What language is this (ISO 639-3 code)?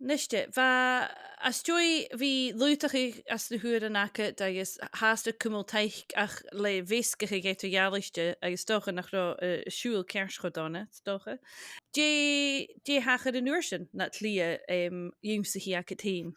gla